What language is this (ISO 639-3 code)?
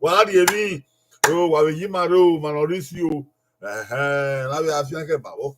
bin